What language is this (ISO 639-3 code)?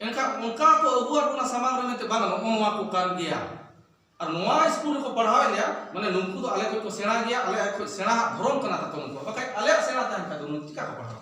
sat